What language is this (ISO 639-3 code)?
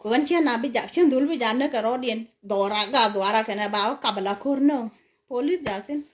nus